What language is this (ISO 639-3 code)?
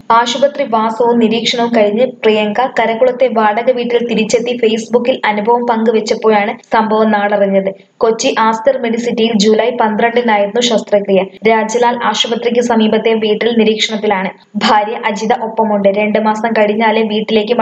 mal